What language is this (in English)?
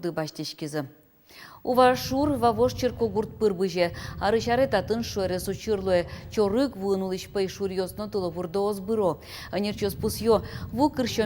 Udmurt